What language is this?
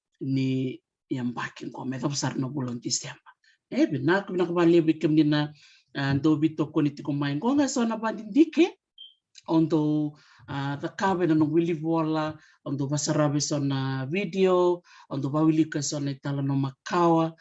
Fijian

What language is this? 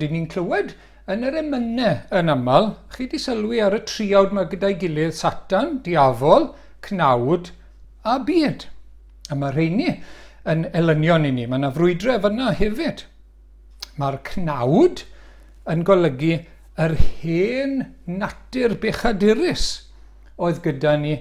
Welsh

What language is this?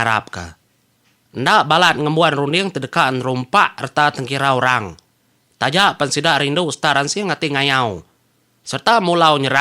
Iban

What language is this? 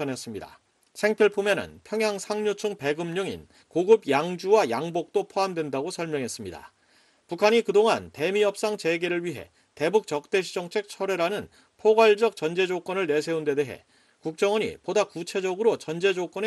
Korean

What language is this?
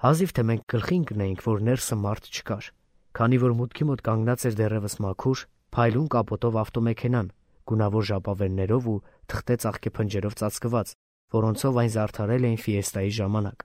Armenian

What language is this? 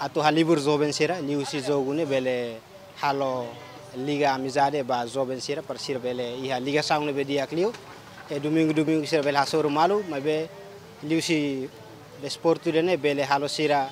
Tetum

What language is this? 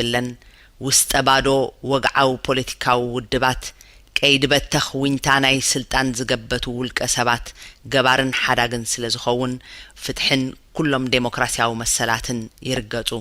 Tigrinya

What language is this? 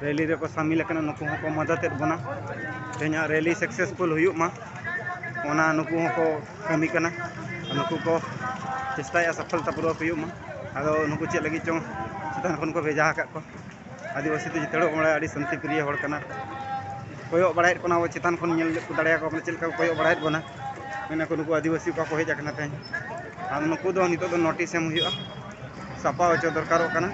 Santali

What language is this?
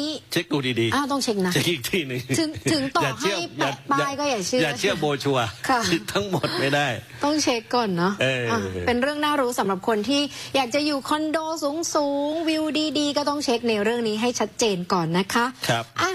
Thai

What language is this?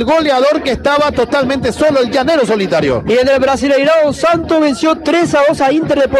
Spanish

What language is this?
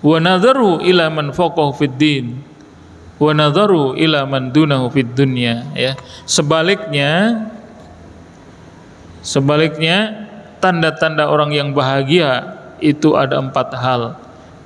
Indonesian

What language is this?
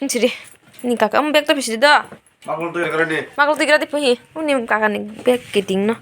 Kok Borok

